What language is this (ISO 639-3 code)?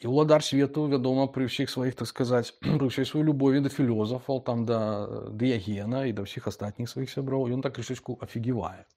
bel